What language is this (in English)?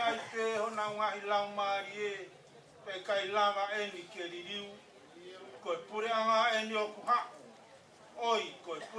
Tongan